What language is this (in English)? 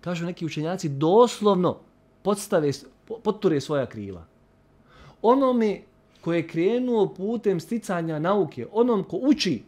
Bosnian